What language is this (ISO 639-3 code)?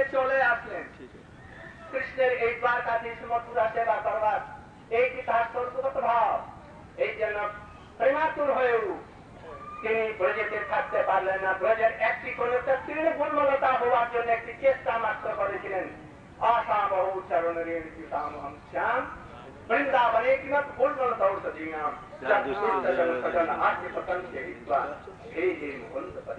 ben